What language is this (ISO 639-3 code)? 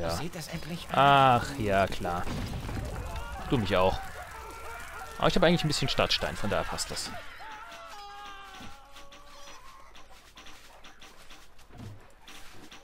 deu